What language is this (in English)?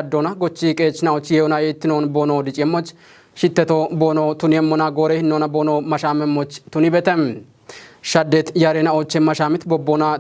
Kafa